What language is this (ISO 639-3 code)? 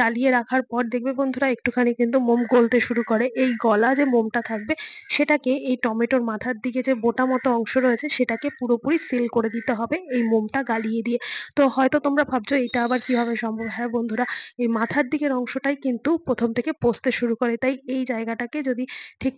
ben